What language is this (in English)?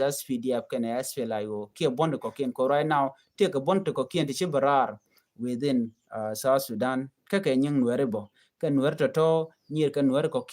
Nuer